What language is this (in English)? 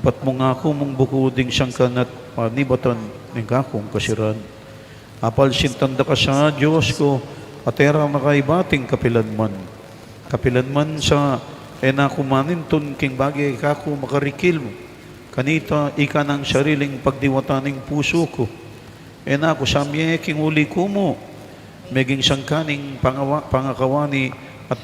Pampanga